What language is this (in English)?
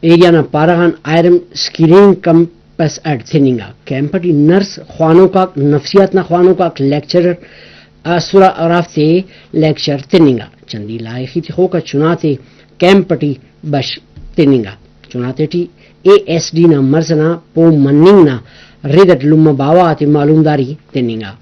Brahui